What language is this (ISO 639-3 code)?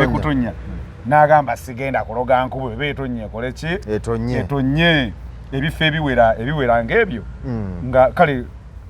lug